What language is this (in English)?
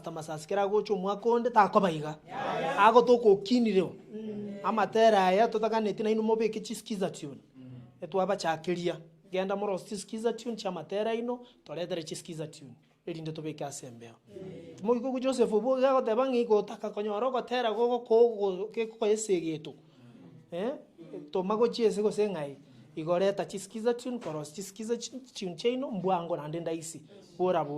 Gusii